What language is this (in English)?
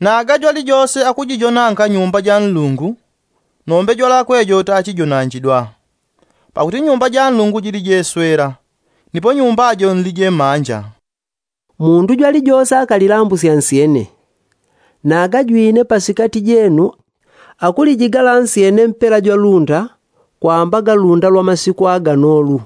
Yao